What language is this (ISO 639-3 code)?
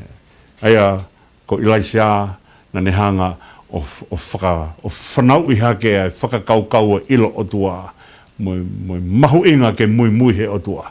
ton